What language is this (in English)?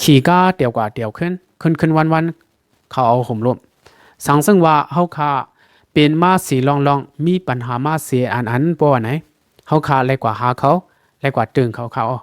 Shan